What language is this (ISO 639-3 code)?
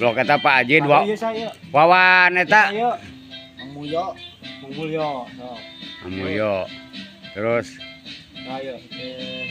sun